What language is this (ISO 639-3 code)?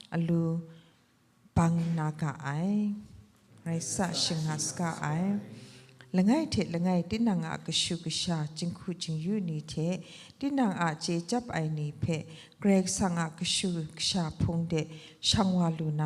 kac